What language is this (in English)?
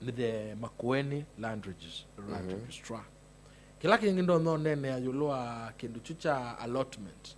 Kamba